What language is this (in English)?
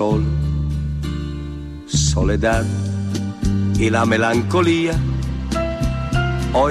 Spanish